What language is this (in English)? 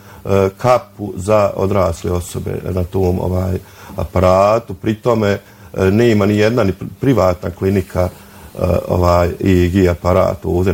Bosnian